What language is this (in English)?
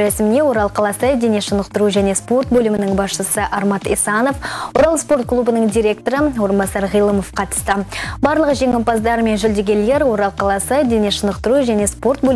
Kazakh